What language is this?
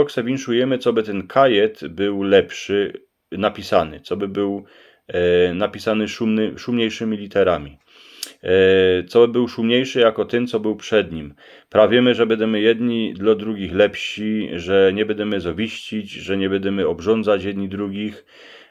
Silesian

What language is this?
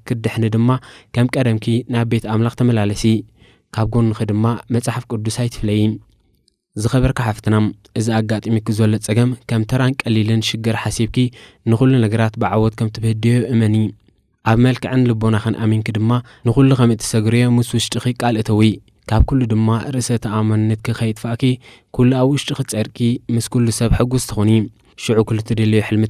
Tigrinya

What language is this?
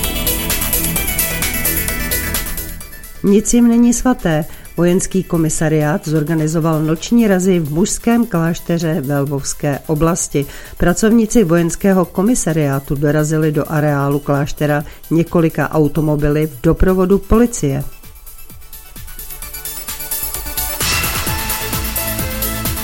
Czech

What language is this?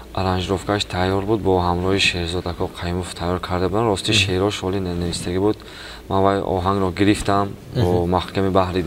Tajik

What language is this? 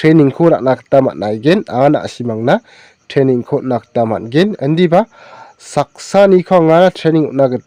Garo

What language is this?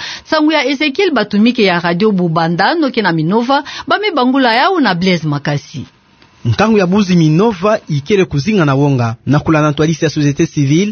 Kituba (Democratic Republic of Congo)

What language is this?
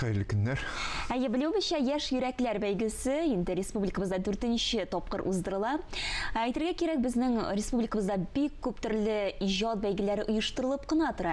Tatar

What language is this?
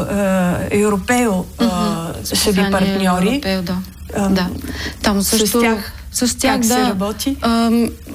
Bulgarian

